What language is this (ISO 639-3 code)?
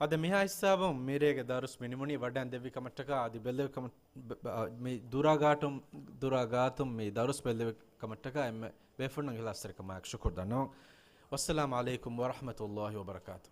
div